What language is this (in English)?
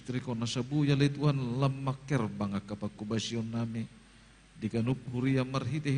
Batak Toba